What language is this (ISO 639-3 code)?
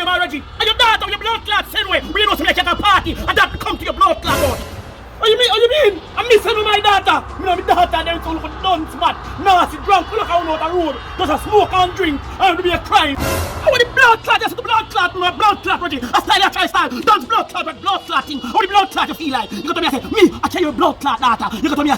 jam